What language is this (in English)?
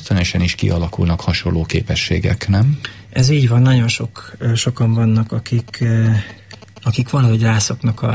Hungarian